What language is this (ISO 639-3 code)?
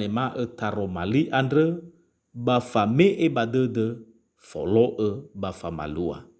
nia